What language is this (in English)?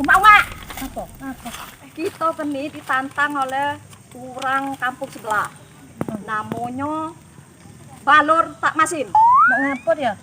Musi